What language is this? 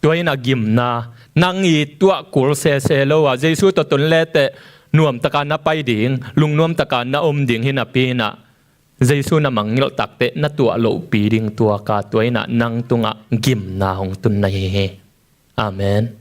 Tedim Chin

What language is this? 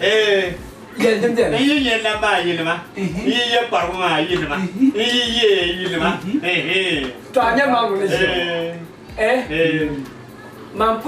Dagbani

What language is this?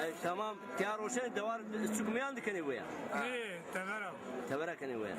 Zaza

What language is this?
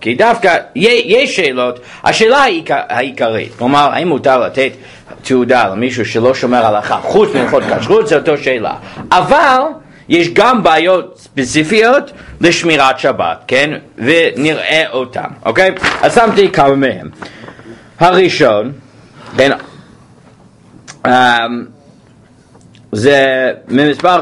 Hebrew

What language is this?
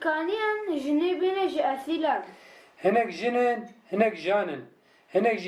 Kurdish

